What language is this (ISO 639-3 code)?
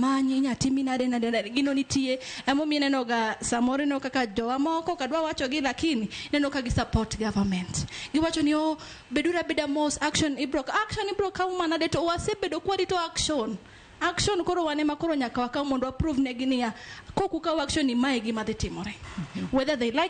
luo